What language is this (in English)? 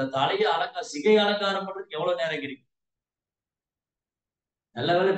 Tamil